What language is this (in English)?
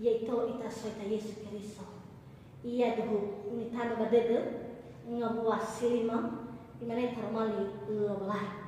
Nias